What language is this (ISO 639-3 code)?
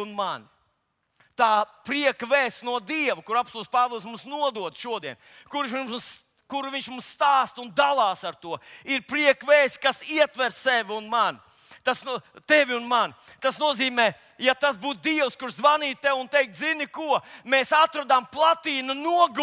lav